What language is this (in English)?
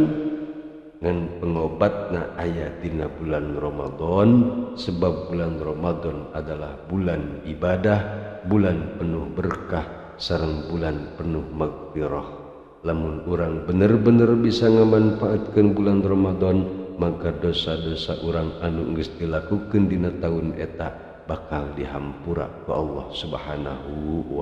Sundanese